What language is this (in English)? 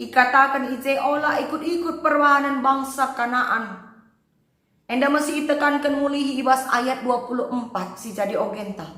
Batak Karo